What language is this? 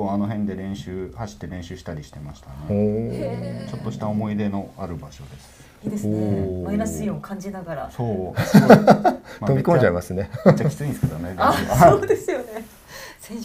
Japanese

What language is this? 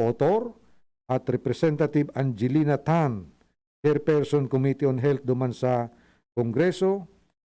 Bikol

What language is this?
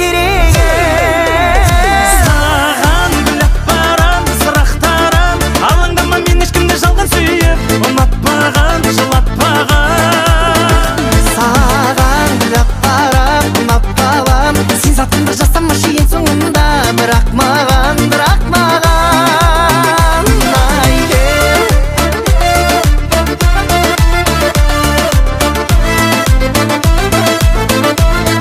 Kazakh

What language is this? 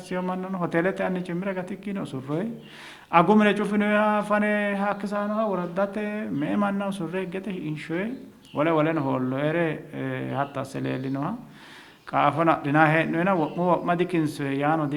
Sidamo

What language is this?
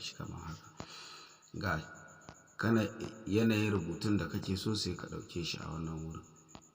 Hausa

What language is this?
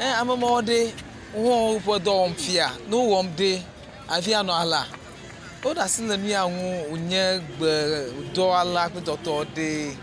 Ewe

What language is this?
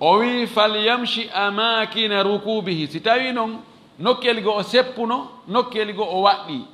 Fula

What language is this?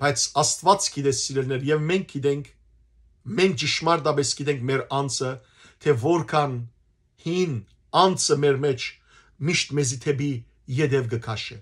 Western Armenian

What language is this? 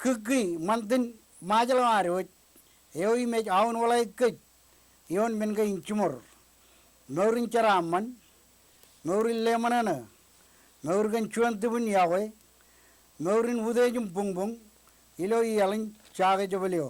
Marshallese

